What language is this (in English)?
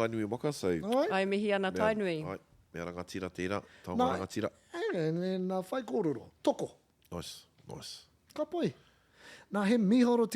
Māori